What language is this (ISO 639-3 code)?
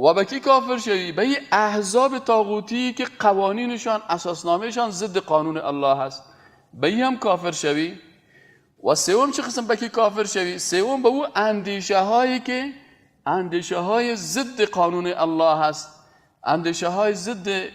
fas